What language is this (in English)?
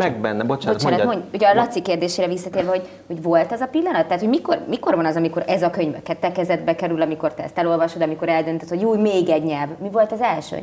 Hungarian